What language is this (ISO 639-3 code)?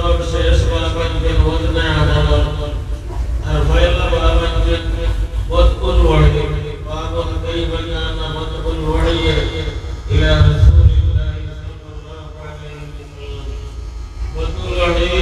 syl